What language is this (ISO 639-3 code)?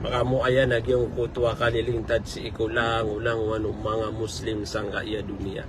mrw